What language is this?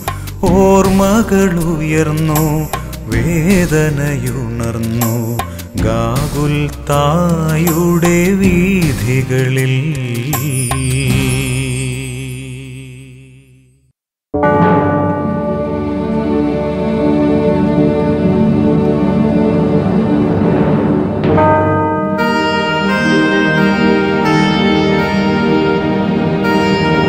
Malayalam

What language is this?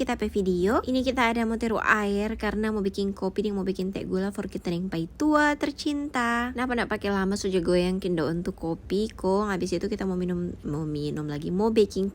Manado Malay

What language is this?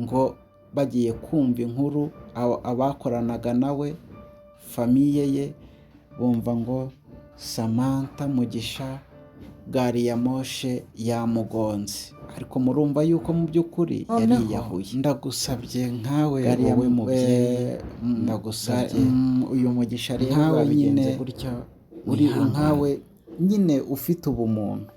Kinyarwanda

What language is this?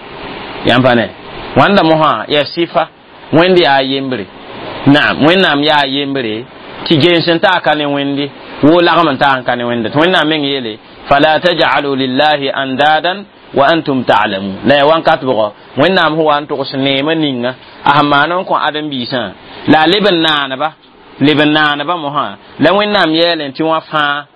Mossi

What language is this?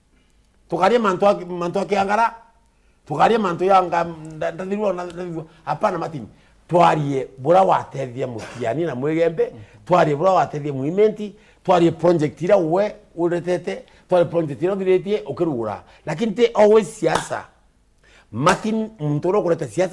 Meru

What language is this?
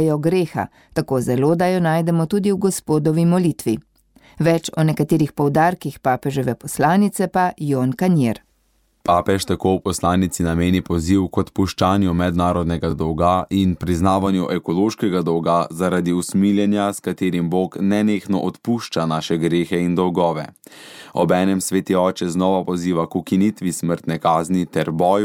Slovenian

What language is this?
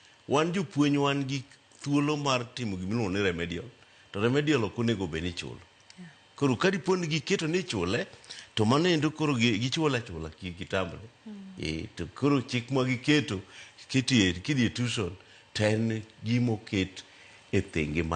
Luo (Kenya and Tanzania)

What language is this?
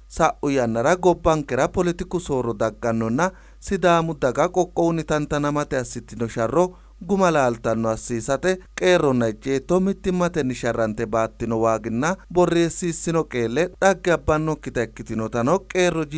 Sidamo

